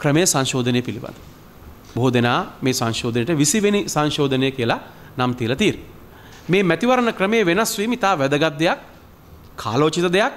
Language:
Sinhala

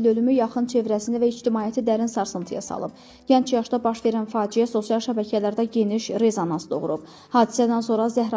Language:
Azerbaijani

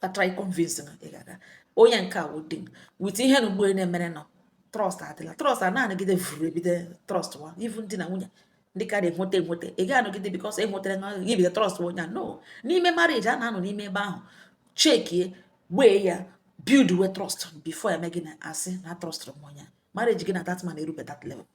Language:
Igbo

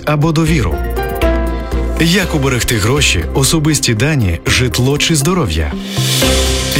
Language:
Ukrainian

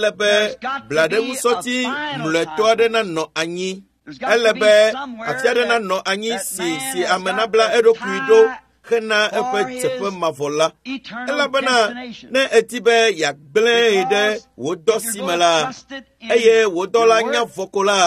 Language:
Ewe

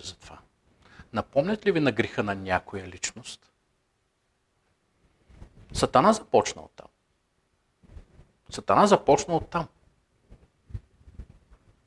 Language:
Bulgarian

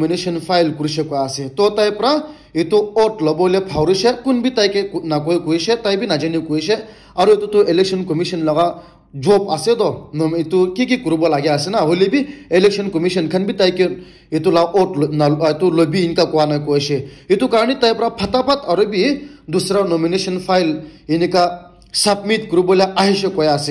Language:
Naga Pidgin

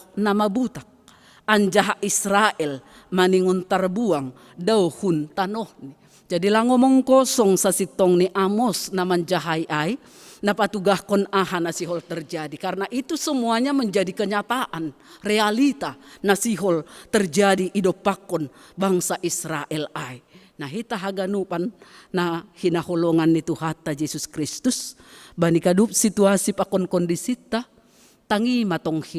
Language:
Batak Simalungun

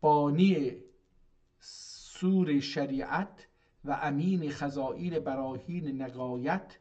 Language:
South Azerbaijani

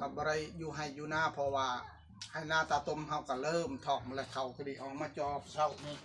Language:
Northeastern Thai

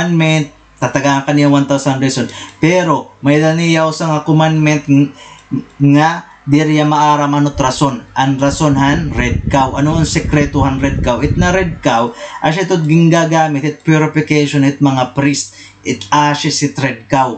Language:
Waray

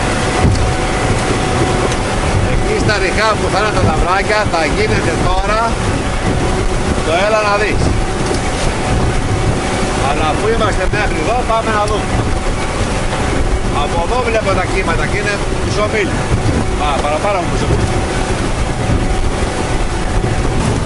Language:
Greek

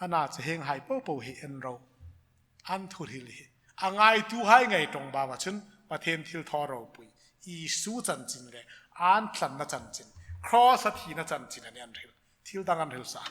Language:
Hmar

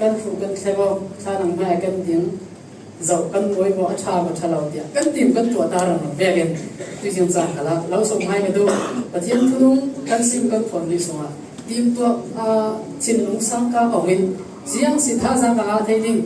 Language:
Falam Chin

